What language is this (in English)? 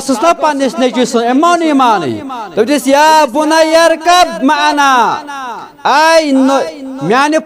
Kashmiri